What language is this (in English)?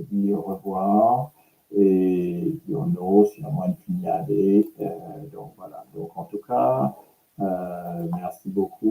Morisyen